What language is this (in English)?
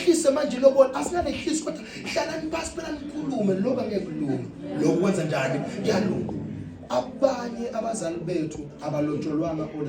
Zulu